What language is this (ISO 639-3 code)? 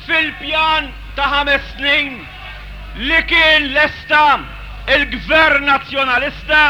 mlt